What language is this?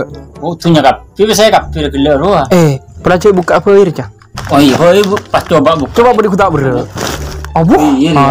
Madurese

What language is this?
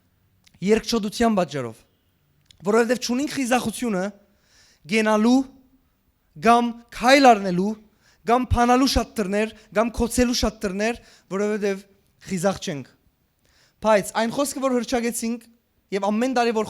Western Armenian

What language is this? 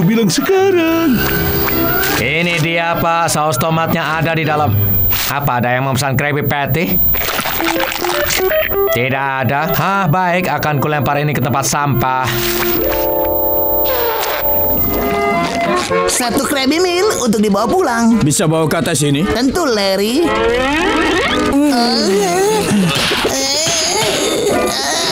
Indonesian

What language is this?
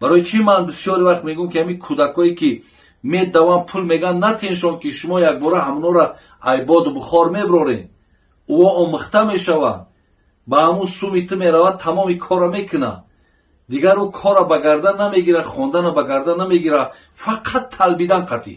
Tajik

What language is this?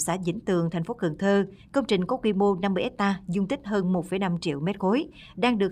Vietnamese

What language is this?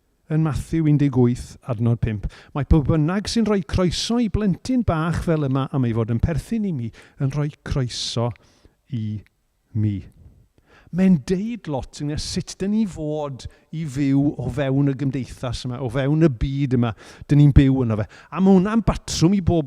Welsh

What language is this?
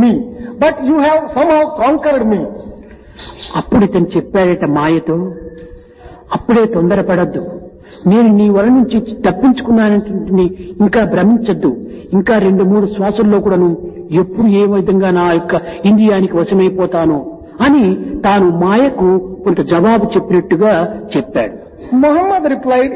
Telugu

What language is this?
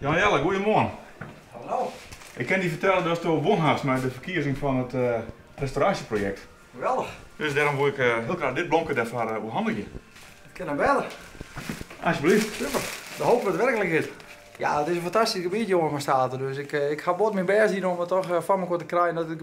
Western Frisian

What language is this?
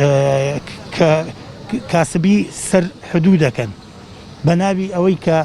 Central Kurdish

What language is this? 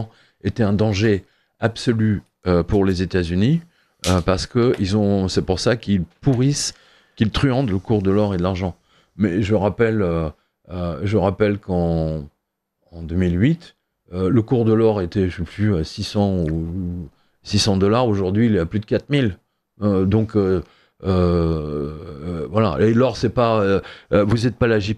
French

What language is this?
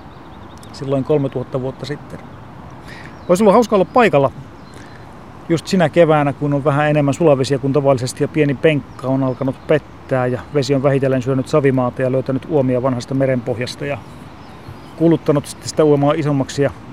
Finnish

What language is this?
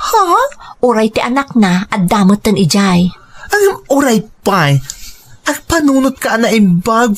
Iloko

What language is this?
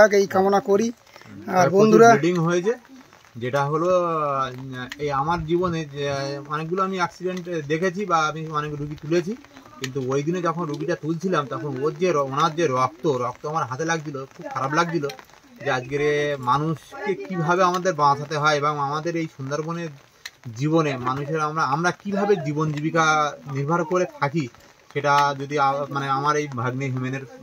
Bangla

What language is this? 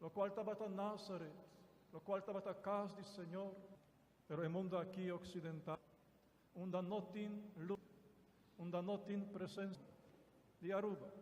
Papiamento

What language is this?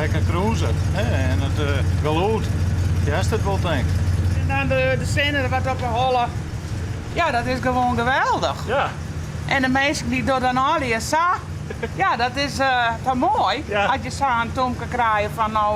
Western Frisian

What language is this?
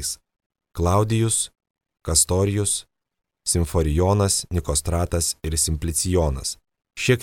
Lithuanian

